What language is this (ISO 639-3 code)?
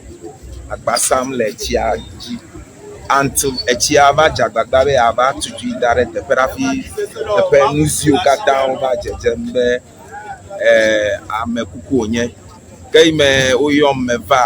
ewe